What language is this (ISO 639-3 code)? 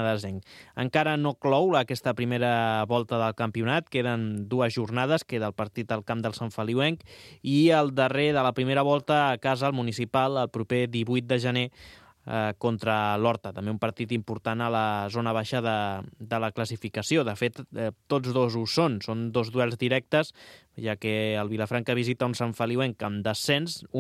cat